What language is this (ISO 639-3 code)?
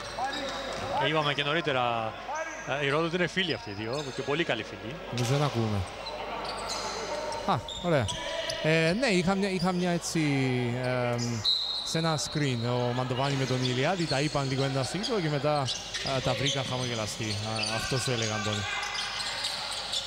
ell